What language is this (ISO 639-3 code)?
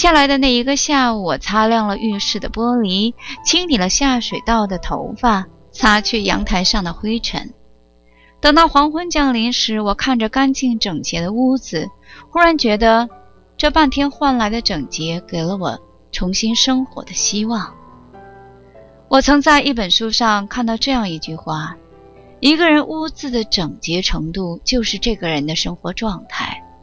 zho